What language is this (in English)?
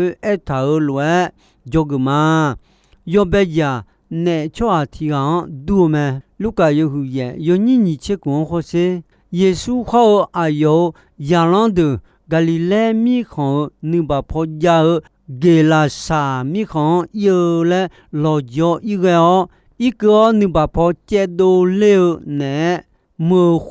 Akha